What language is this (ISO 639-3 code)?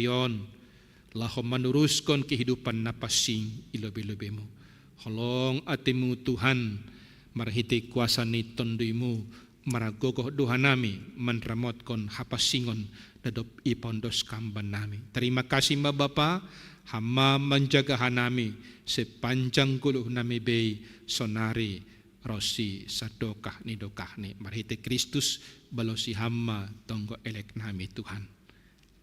bts